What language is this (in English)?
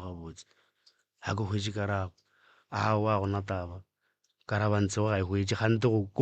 Northern Sotho